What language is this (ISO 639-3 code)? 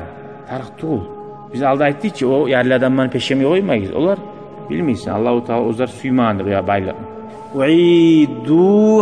kum